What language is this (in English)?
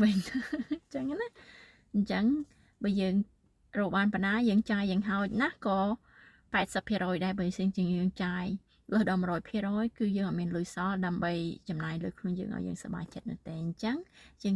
Khmer